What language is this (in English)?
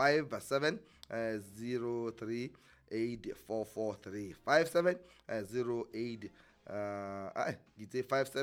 Southern Sotho